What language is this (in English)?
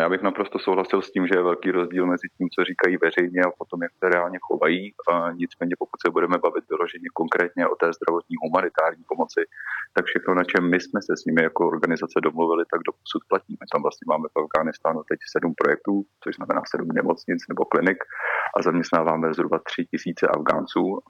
Czech